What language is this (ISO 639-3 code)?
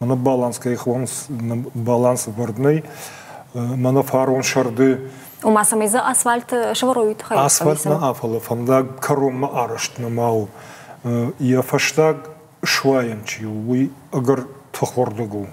oss